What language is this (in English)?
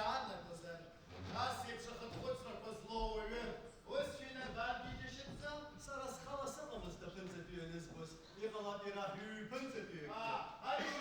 Abkhazian